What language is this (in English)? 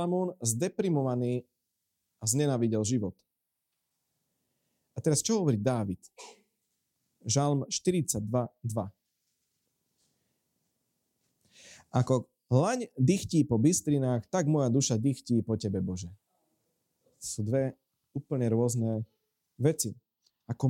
Slovak